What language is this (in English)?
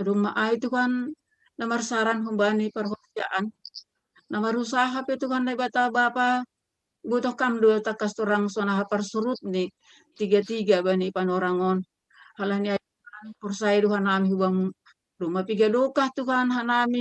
Batak Simalungun